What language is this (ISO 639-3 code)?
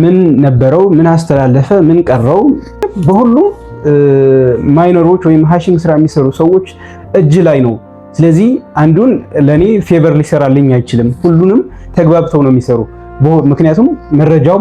amh